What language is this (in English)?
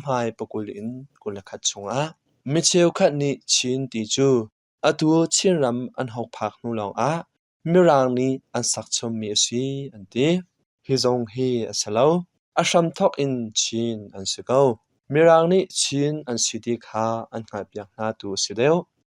Hakha Chin